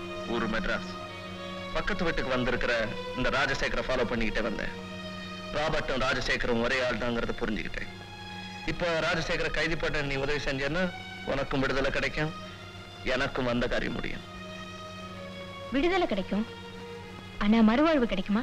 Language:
Tamil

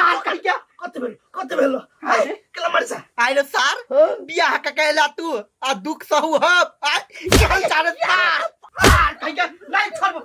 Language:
Maithili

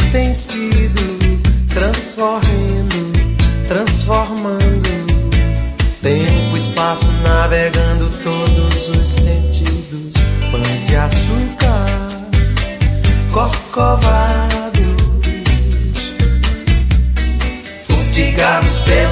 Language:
Portuguese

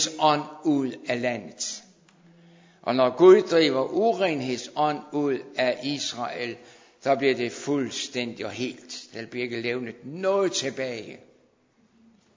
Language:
Danish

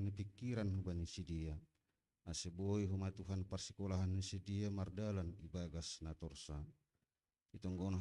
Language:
Batak Simalungun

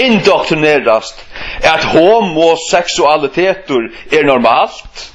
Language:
Faroese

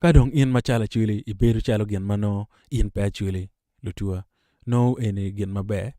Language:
Acoli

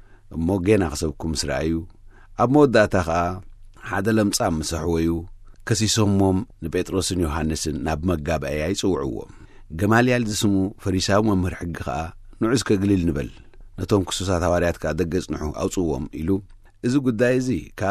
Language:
Tigrinya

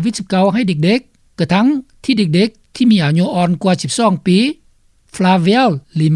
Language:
Lao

